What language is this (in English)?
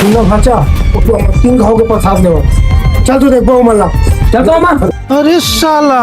Chhattisgarhi